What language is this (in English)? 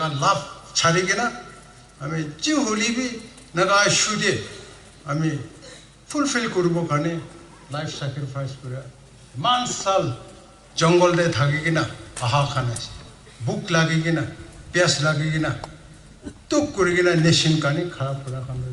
Naga Pidgin